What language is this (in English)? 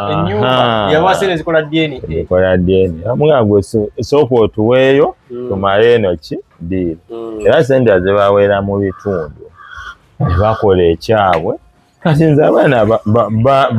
Ganda